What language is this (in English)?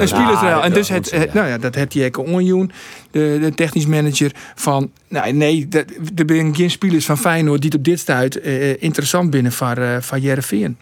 Western Frisian